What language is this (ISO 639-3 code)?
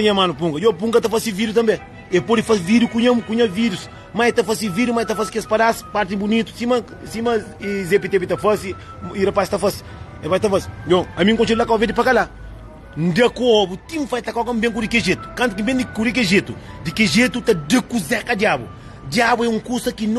kea